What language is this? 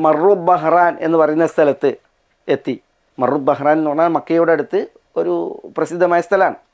Malayalam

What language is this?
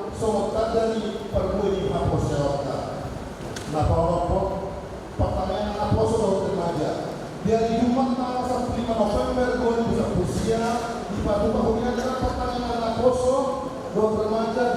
Batak Toba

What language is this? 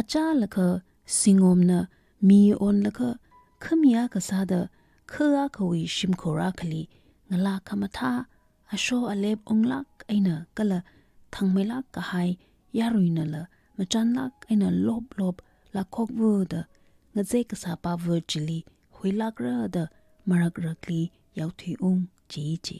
Tangkhul Naga (India)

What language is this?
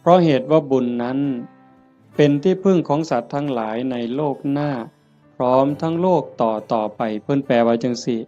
Northeastern Thai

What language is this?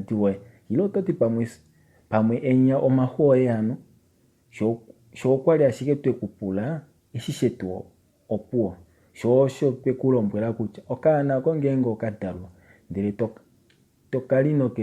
Kuanyama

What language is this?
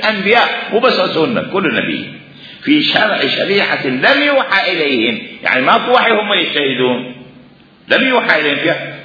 Mesopotamian Arabic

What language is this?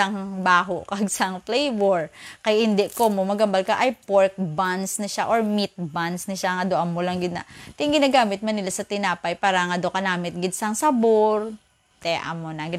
Hiligaynon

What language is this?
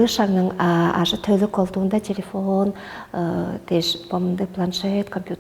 Tuvinian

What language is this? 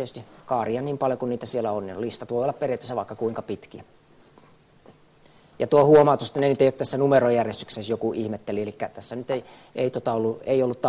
Finnish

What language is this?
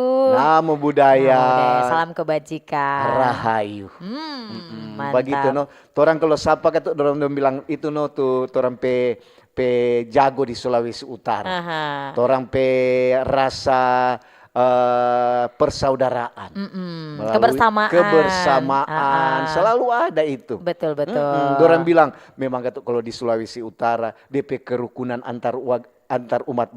Manado Malay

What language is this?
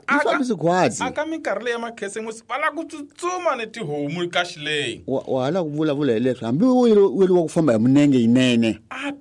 Tsonga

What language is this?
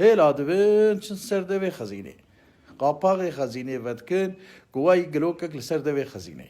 Kurdish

